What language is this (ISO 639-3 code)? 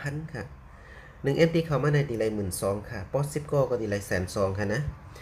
shn